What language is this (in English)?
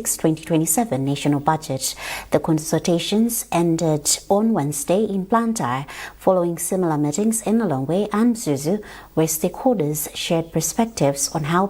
English